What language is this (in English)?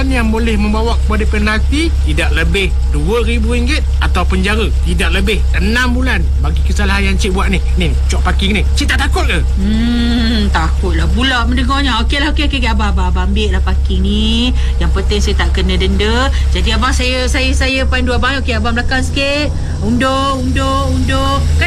Malay